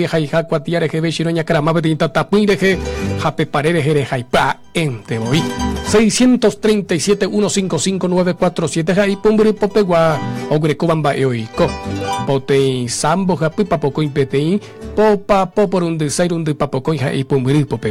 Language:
Guarani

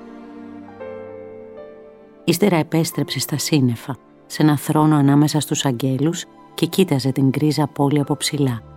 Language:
Greek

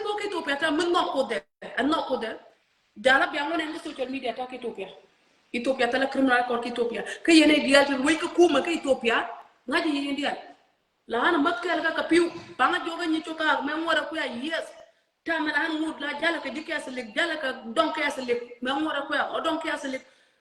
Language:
Nuer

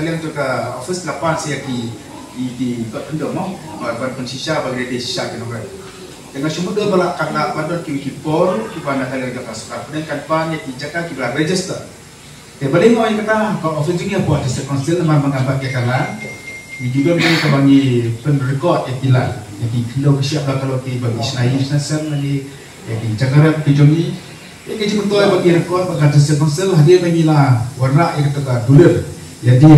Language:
Khasi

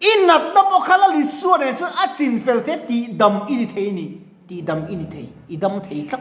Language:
Mizo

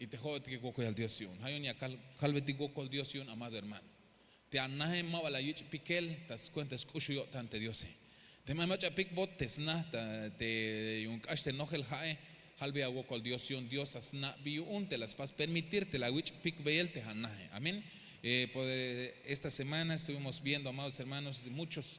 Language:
Tzeltal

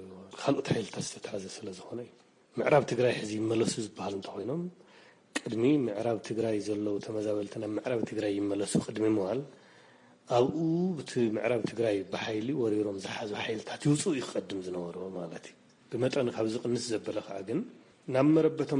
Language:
Tigrinya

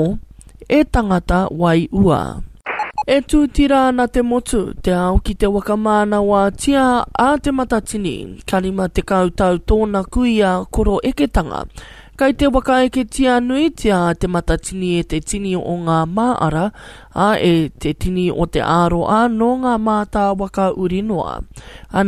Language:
Māori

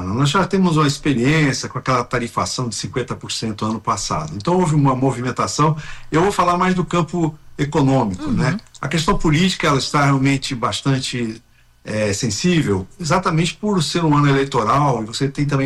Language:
Portuguese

